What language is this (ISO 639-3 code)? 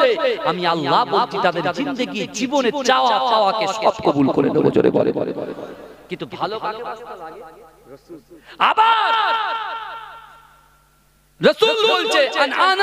ben